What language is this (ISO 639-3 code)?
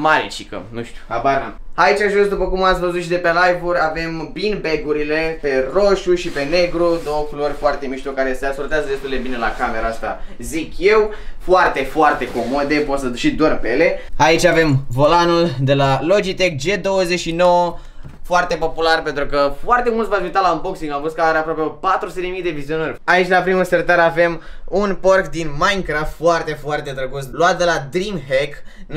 ron